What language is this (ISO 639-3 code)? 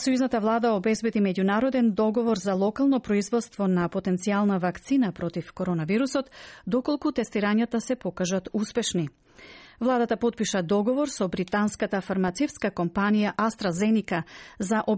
mkd